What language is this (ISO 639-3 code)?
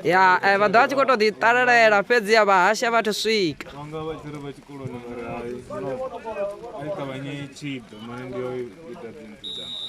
ven